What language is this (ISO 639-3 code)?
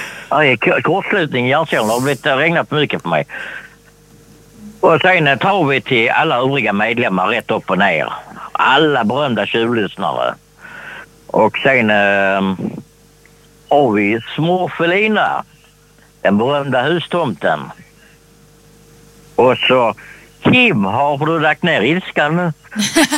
swe